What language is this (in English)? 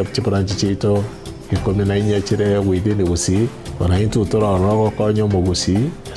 Gusii